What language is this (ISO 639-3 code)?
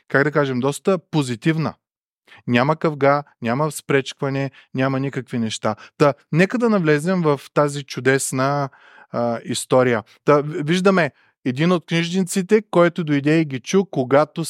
bul